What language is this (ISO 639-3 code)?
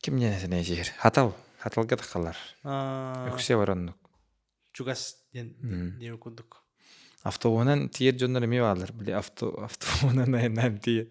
sah